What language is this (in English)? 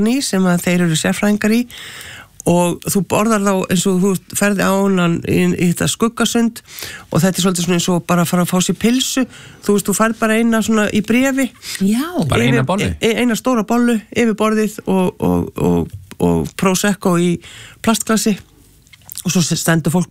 Icelandic